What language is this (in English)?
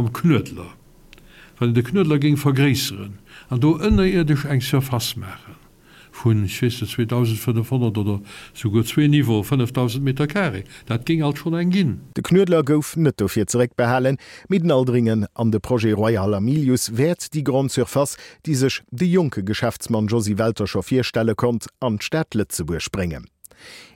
Luxembourgish